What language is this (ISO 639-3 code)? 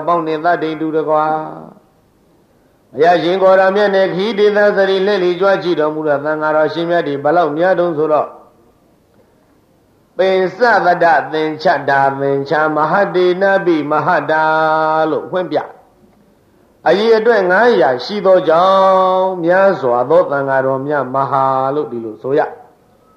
mya